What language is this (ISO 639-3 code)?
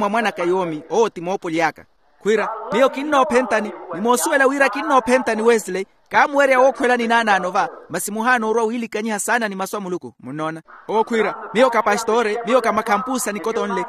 vmw